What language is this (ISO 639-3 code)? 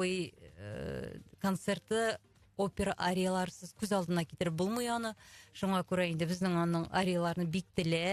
tat